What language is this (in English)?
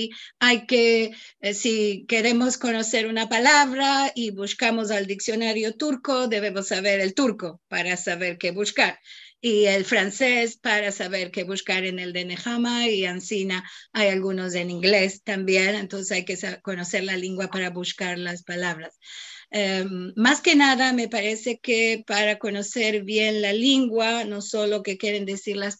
Ladino